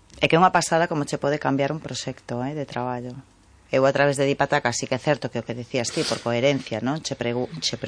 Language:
Galician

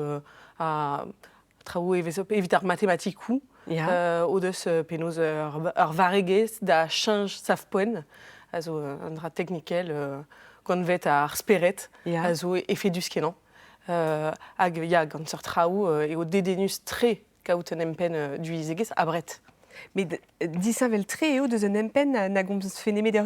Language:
Breton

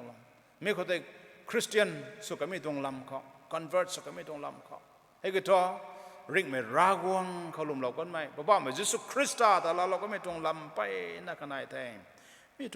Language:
Rongmei Naga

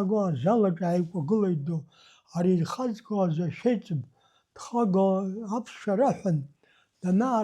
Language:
Abkhazian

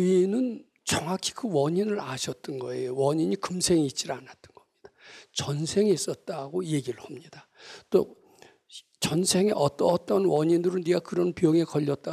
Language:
Korean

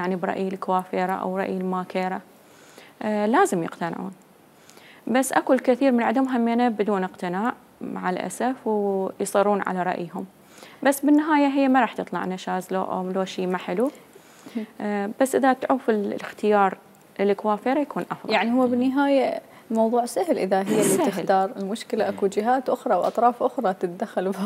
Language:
Mesopotamian Arabic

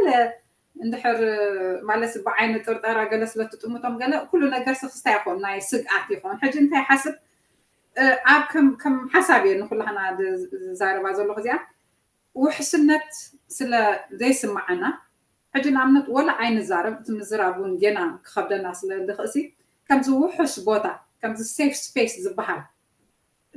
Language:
Tigrinya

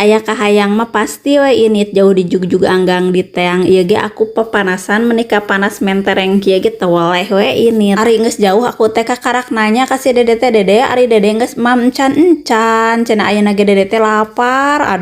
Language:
Sundanese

